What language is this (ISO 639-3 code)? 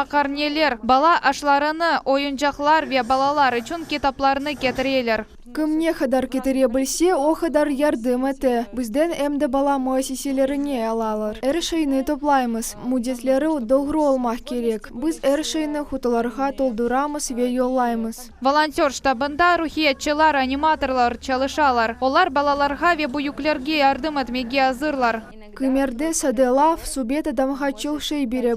crh